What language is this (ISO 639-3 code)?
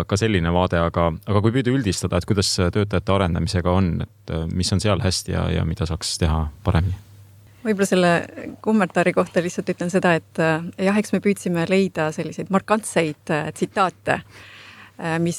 est